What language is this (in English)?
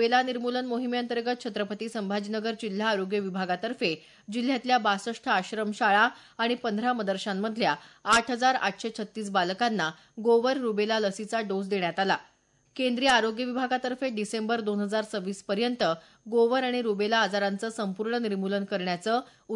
Marathi